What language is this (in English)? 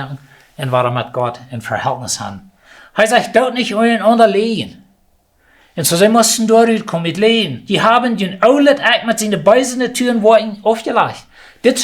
Plautdietsch